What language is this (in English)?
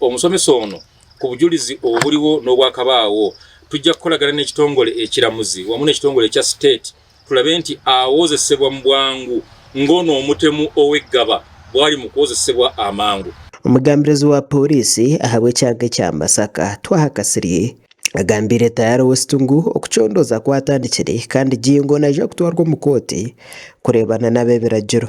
Nyankole